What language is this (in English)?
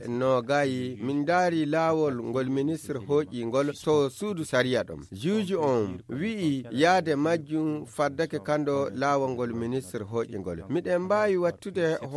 Fula